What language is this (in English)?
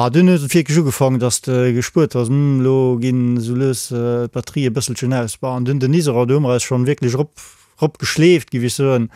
Luxembourgish